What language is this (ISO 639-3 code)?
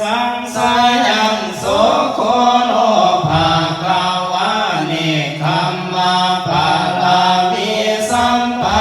pli